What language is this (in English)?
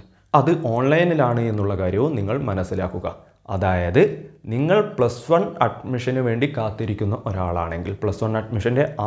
Malayalam